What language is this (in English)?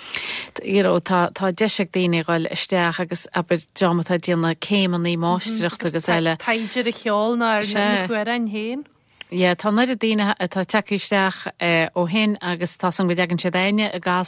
Irish